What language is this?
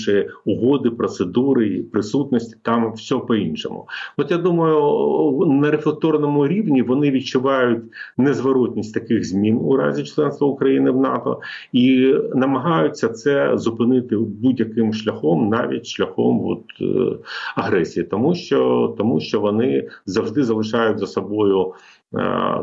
Ukrainian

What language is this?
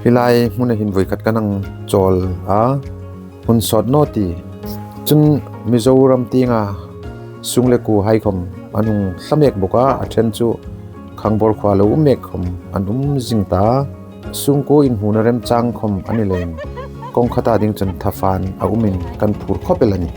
Hmar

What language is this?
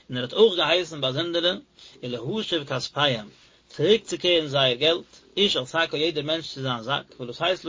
Yiddish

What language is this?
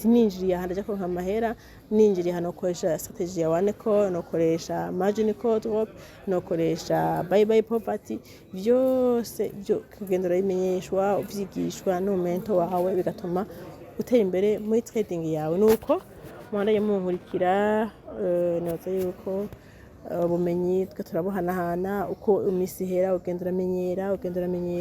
Rundi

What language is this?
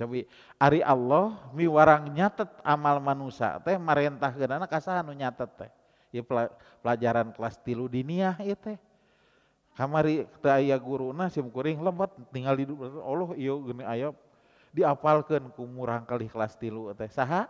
Sundanese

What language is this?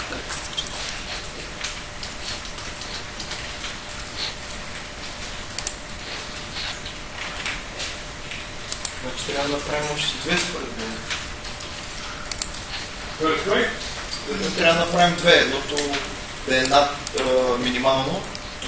Bulgarian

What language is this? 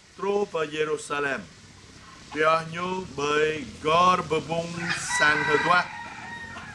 Jarai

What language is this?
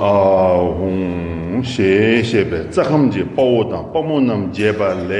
Tibetan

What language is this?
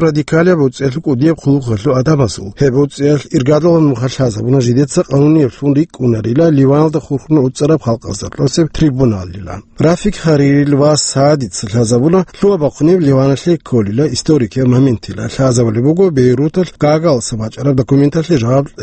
Avaric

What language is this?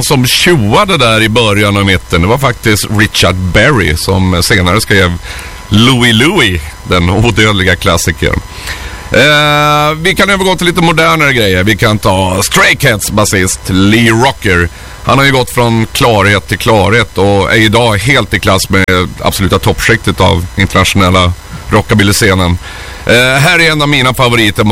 Swedish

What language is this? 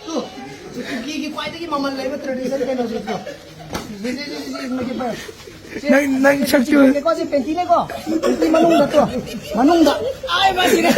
Manipuri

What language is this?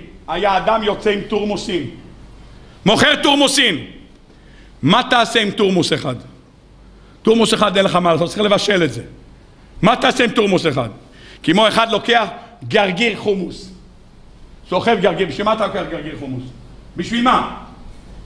Hebrew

